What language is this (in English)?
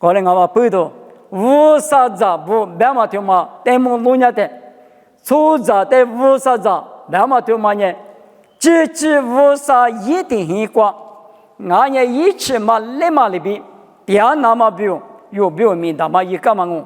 Lisu